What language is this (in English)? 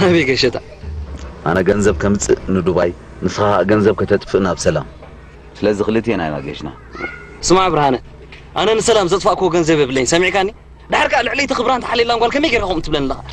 Tigrinya